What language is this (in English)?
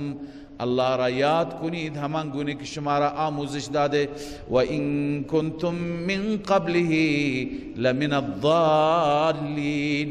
Persian